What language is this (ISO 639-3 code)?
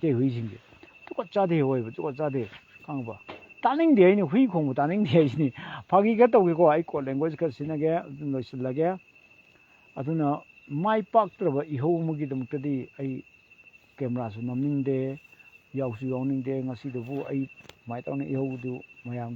mni